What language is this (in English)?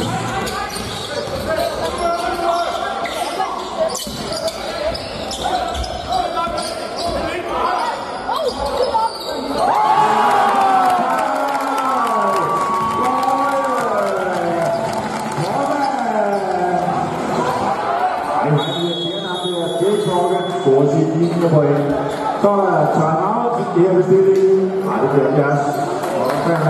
Danish